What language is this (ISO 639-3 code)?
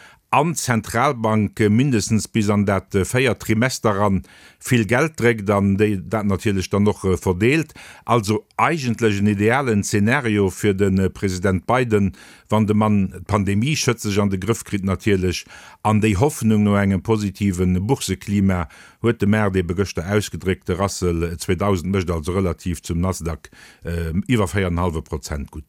ltz